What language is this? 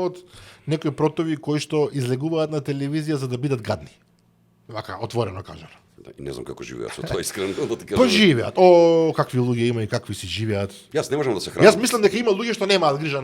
Macedonian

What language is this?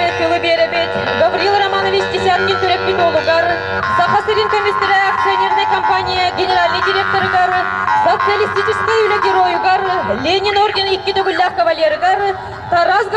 Yakut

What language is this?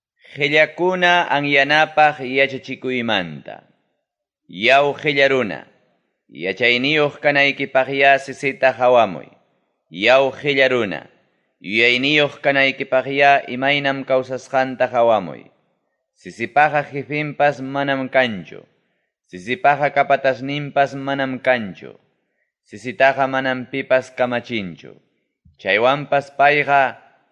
Ayacucho Quechua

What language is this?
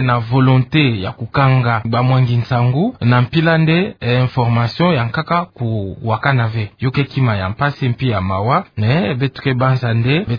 Kituba (Democratic Republic of Congo)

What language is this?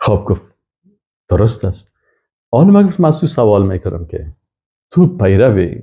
Persian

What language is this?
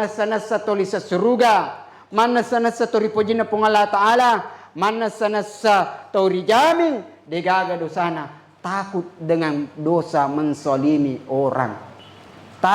Buginese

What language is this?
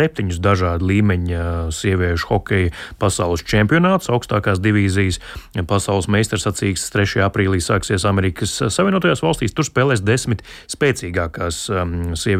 Latvian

